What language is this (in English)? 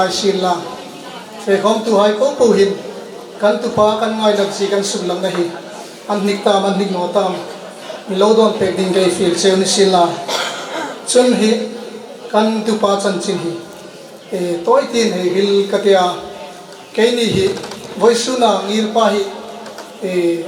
Hmar